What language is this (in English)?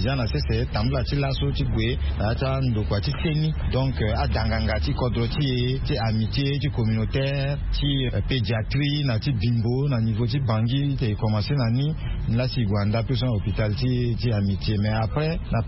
Sango